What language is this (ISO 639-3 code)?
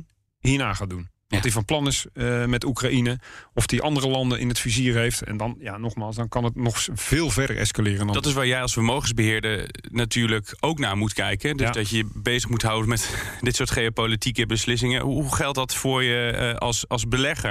nld